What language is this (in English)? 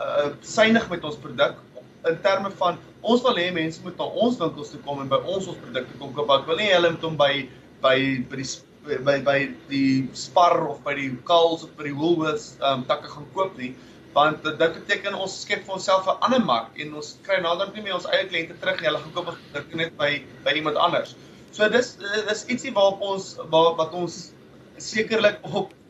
Afrikaans